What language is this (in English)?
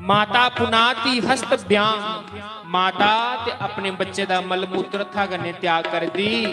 Dogri